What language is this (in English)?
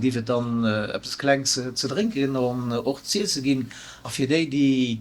Luxembourgish